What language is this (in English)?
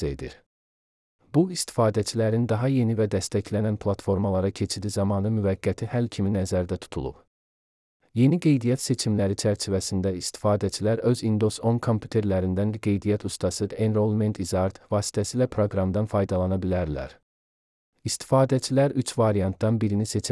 Azerbaijani